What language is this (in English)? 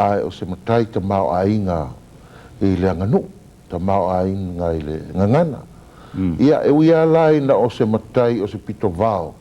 Samoan